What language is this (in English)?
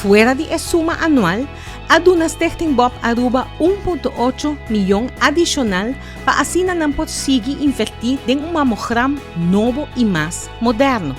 Papiamento